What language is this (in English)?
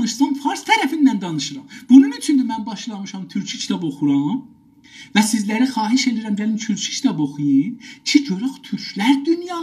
South Azerbaijani